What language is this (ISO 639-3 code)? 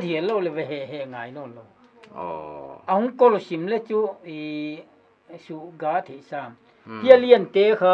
pck